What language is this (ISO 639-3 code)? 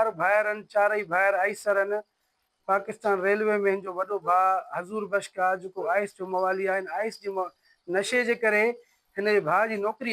snd